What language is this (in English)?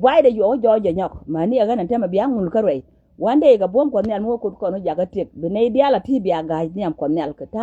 Nuer